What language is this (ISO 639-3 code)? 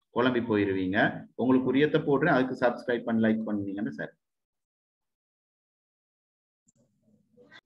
tam